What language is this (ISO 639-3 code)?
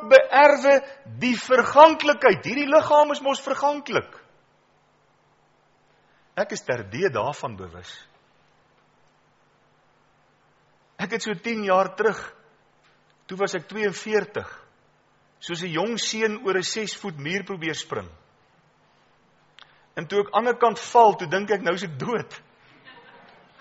afr